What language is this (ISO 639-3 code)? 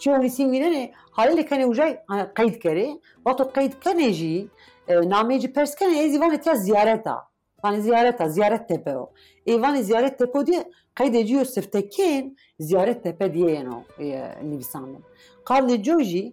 kur